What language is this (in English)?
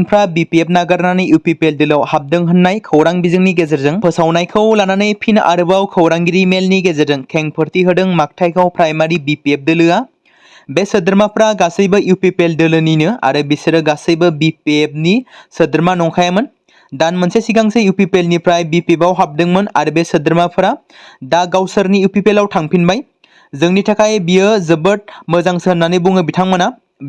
Bodo